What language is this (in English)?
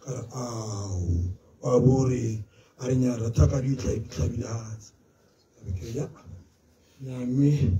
Tswana